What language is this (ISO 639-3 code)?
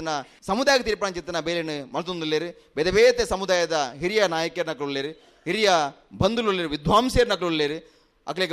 tcy